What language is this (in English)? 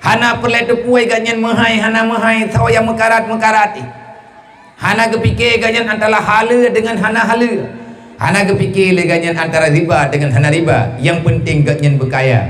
Achinese